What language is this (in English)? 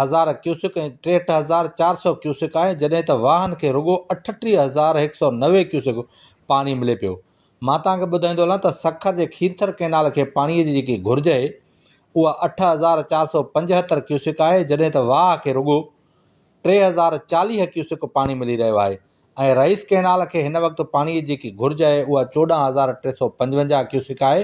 Sindhi